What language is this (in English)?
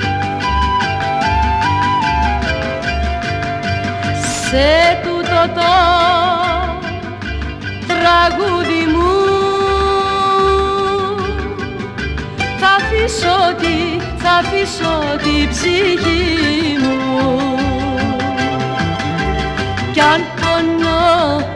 Greek